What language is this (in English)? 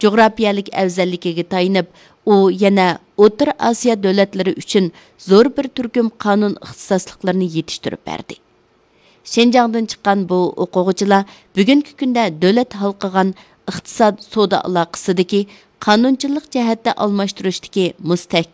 Uyghur